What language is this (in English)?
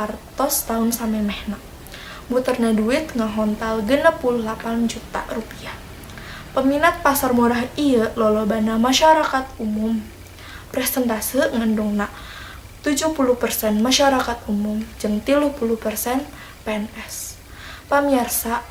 Sundanese